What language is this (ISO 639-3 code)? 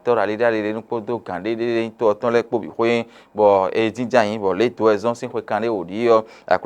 fon